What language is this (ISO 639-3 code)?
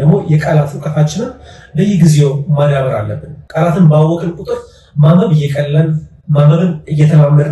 amh